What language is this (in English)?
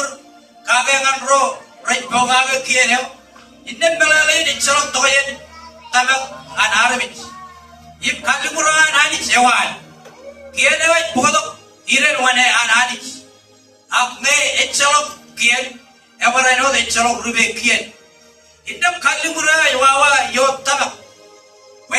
Marshallese